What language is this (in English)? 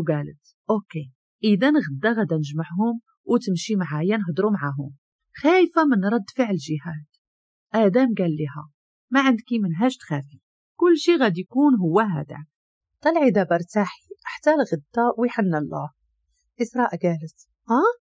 Moroccan Arabic